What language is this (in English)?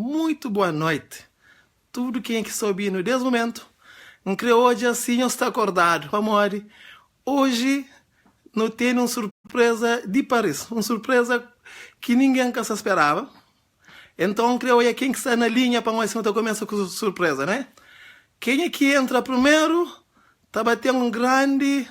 Kabuverdianu